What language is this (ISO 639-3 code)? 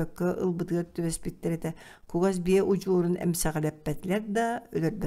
sah